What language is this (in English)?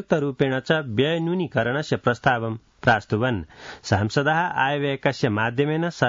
Sanskrit